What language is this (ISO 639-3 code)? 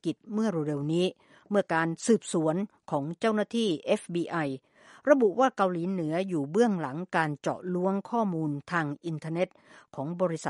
tha